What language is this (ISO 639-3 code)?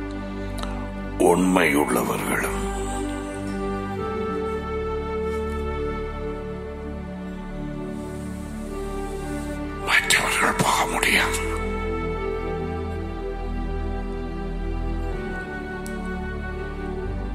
tam